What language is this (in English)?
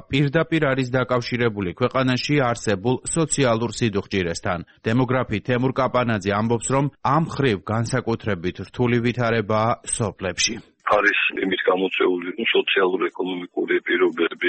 Georgian